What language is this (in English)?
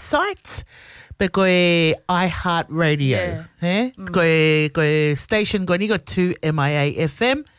Tongan